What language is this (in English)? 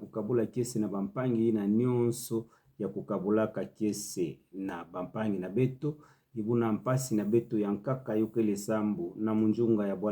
Kituba (Democratic Republic of Congo)